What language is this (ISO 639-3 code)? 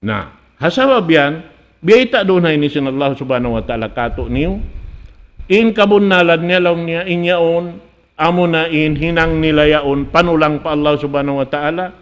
tsg